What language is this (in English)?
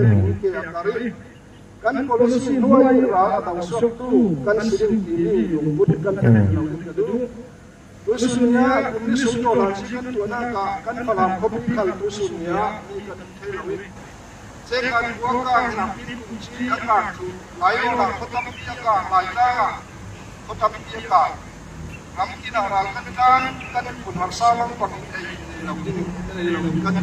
Falam Chin